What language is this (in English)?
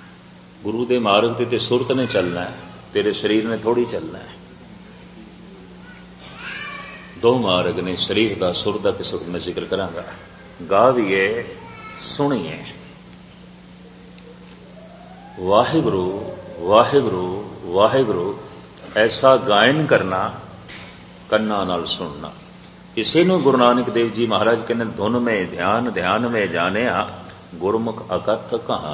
Punjabi